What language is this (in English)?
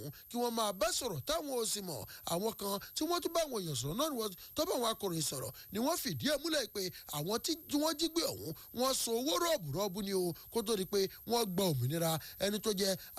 Yoruba